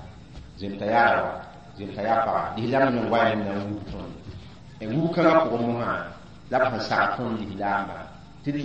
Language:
Mossi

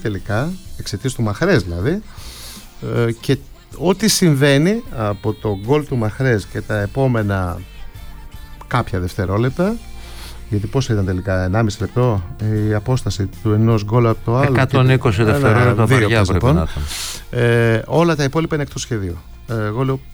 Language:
Greek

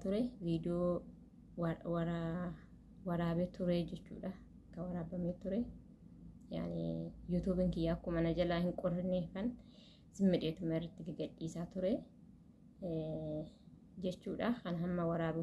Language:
Oromo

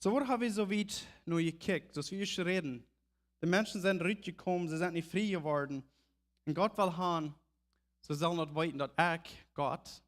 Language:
Plautdietsch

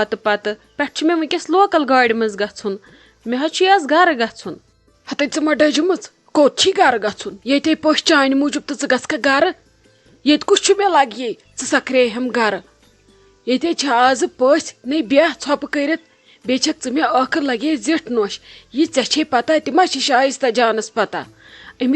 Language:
Kashmiri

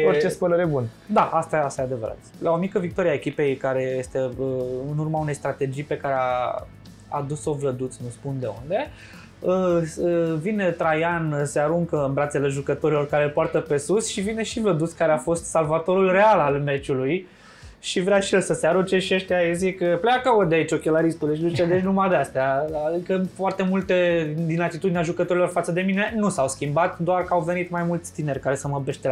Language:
Romanian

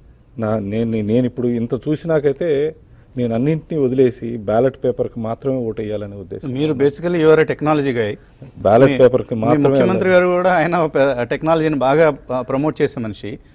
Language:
Telugu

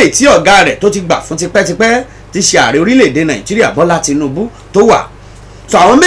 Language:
Yoruba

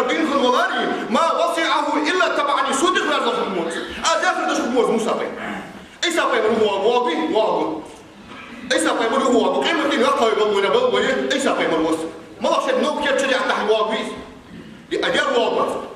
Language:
Ingush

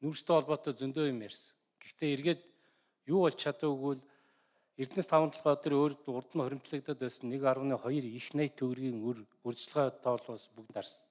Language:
Mongolian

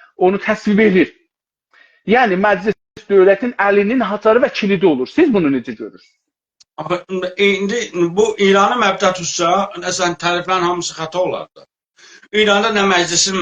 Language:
South Azerbaijani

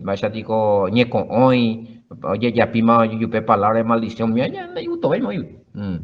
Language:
Guarani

